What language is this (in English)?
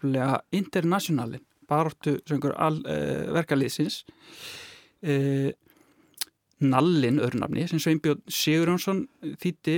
Icelandic